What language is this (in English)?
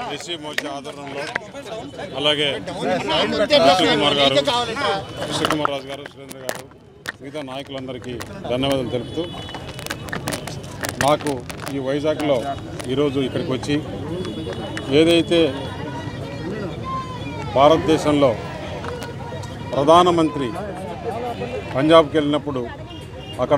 Telugu